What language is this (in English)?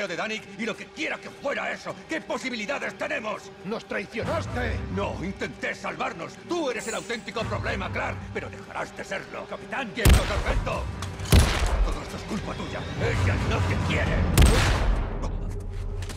Spanish